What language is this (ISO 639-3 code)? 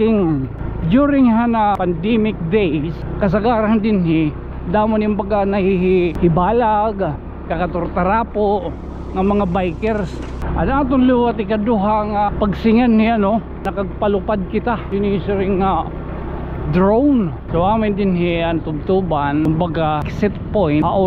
war